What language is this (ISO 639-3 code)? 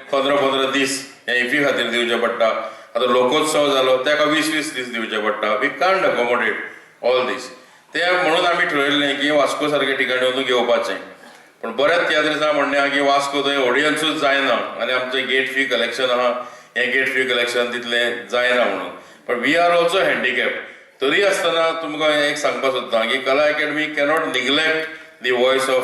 kok